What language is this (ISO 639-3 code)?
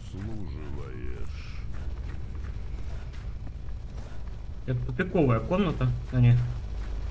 rus